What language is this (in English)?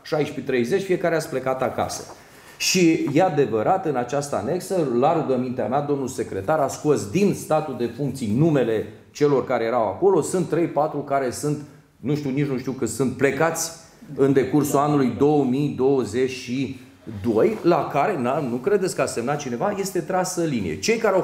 Romanian